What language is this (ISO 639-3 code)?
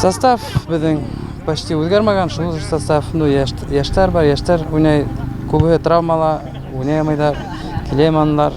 bak